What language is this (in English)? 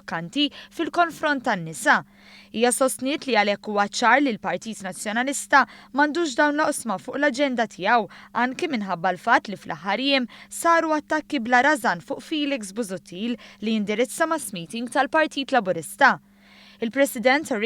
Maltese